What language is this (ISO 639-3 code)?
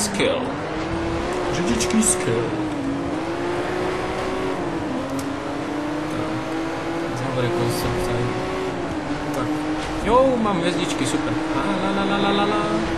ces